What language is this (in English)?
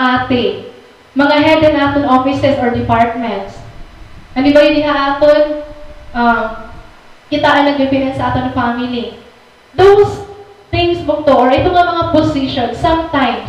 Waray